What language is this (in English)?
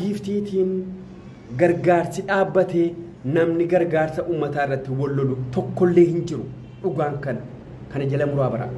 Oromo